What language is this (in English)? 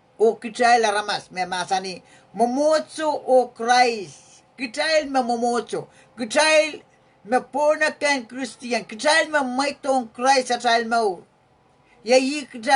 Pohnpeian